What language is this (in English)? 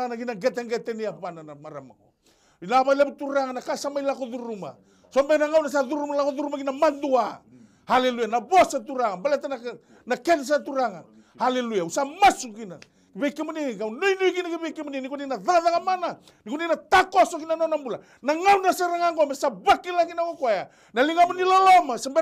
Fijian